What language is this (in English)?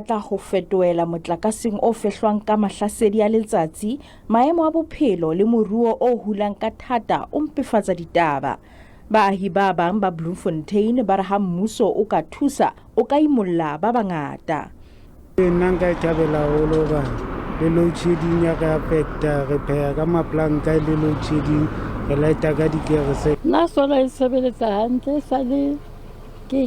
Southern Sotho